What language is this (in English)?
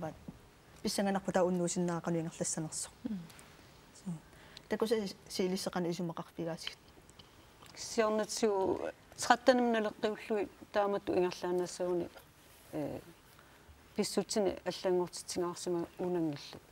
Kalaallisut